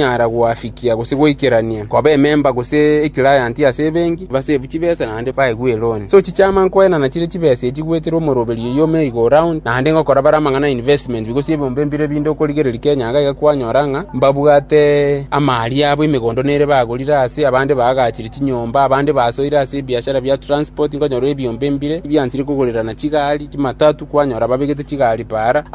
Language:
Gusii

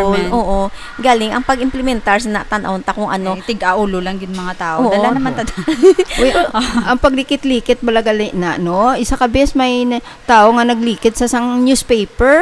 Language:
Hiligaynon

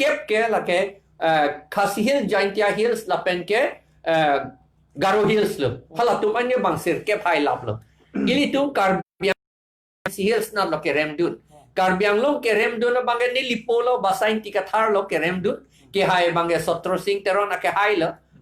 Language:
Karbi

